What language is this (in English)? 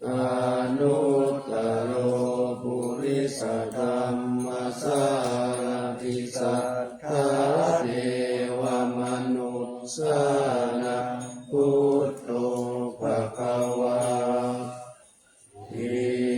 Pali